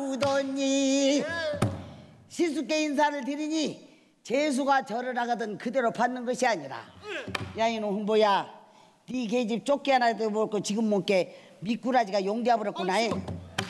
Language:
Korean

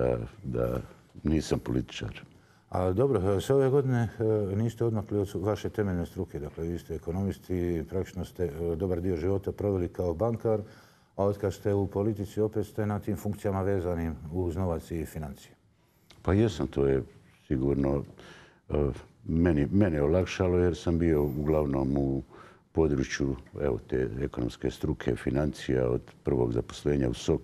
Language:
Bosnian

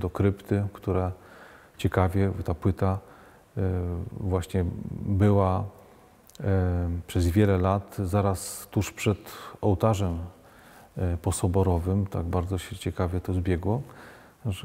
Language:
Polish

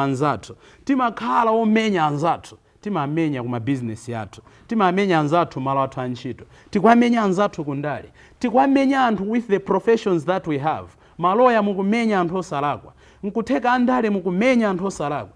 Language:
Nyanja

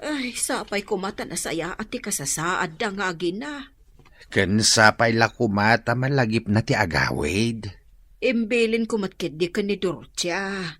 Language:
Iloko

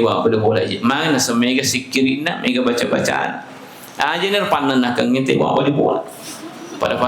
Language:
Buginese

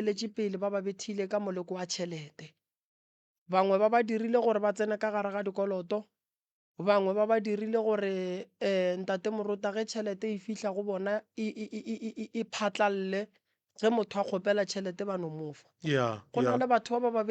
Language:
Northern Sotho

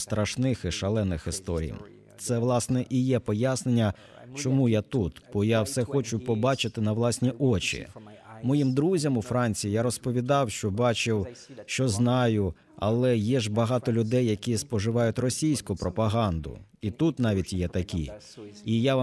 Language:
Ukrainian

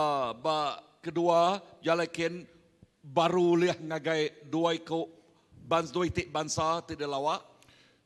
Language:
Iban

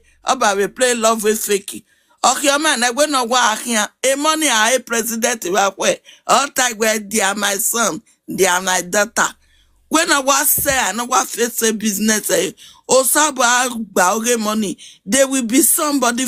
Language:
Nigerian Pidgin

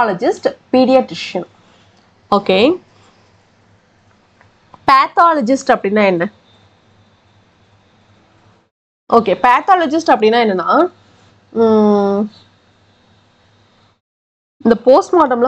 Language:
Tamil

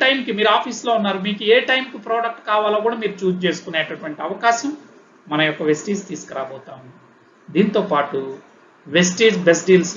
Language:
Telugu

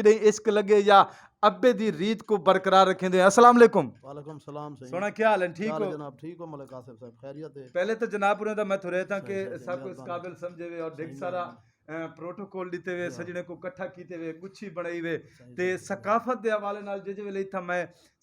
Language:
Saraiki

